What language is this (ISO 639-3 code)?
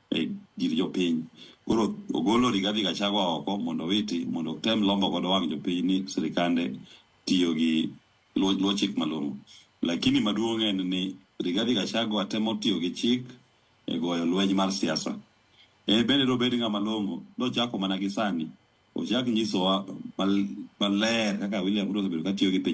luo